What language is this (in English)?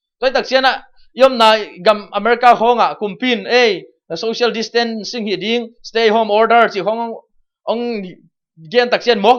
Tedim Chin